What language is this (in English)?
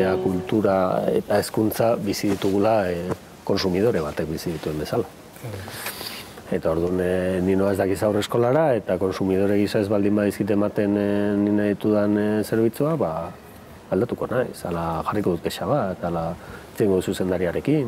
Basque